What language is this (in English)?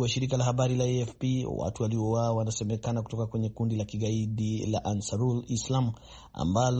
Swahili